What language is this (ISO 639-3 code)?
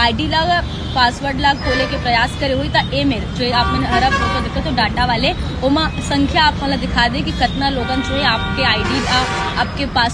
hne